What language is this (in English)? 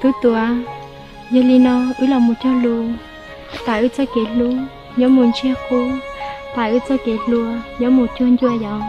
Hmong